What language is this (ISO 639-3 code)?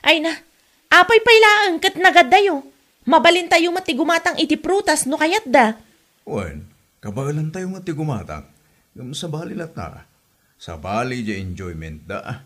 ilo